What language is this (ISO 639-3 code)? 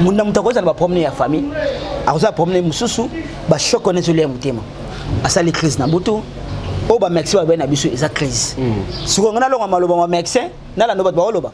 lin